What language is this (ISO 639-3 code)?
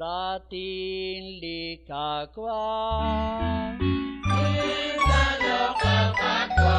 kek